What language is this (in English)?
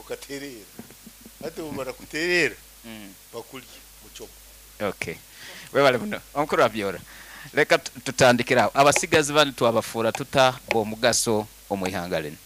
Nyankole